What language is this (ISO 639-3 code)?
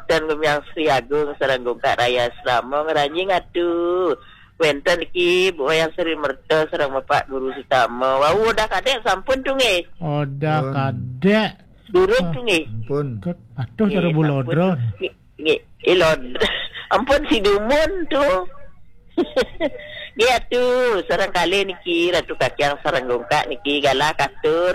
ban